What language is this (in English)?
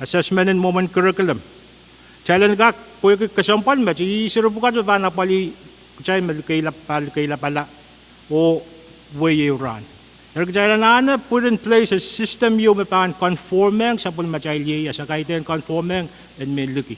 Pohnpeian